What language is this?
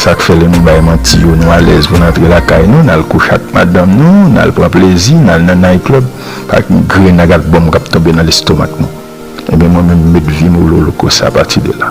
Haitian Creole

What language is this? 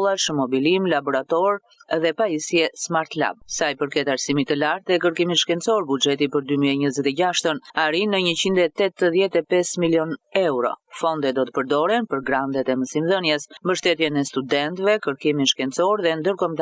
Albanian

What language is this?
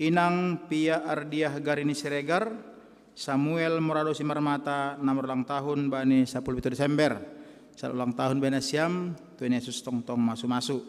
Batak Simalungun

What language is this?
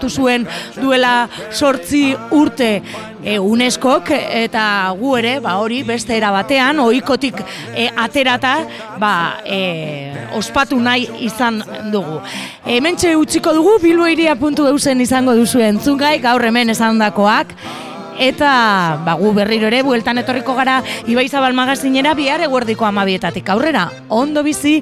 Basque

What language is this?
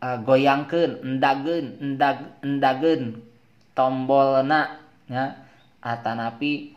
Sundanese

